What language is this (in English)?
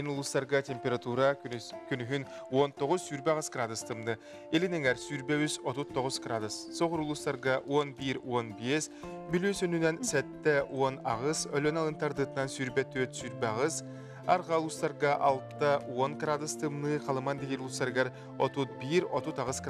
Yakut